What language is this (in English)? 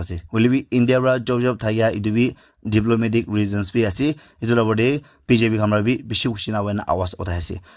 Naga Pidgin